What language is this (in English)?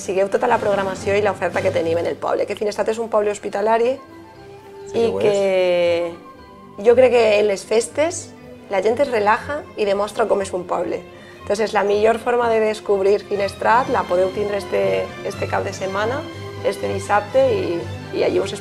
Catalan